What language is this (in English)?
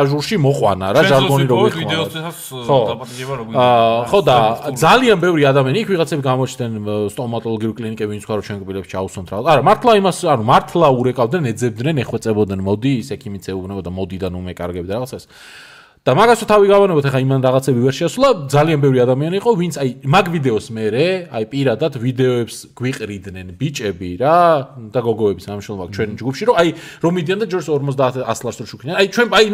Georgian